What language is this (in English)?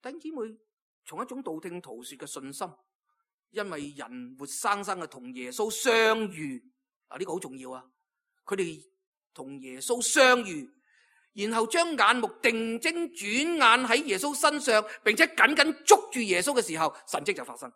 Cantonese